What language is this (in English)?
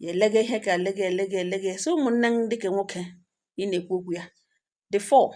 Igbo